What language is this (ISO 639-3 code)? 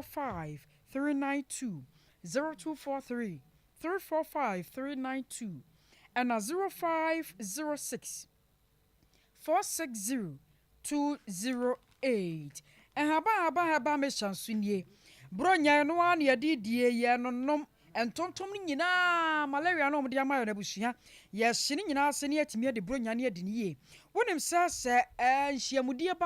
aka